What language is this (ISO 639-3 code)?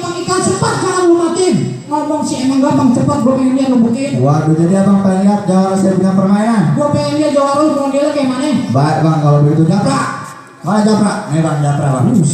bew